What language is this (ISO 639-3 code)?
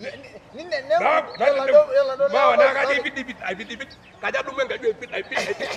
mas